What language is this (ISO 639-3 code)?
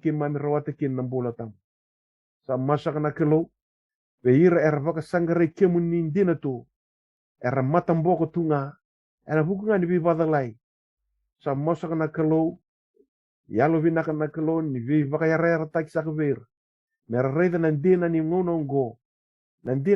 fij